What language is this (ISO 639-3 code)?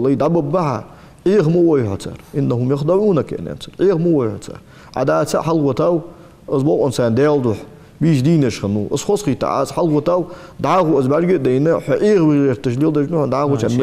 inh